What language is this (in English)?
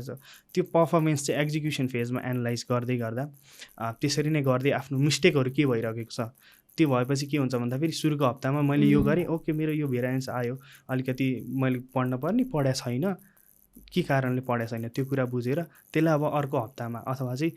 Nepali